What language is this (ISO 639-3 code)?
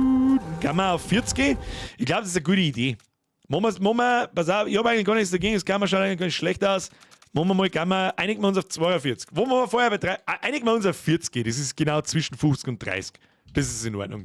bar